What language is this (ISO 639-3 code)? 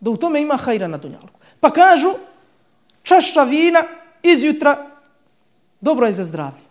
bos